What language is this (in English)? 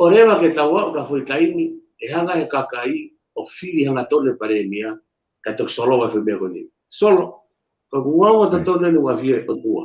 Tongan